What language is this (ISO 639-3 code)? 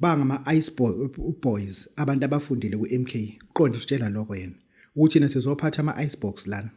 zul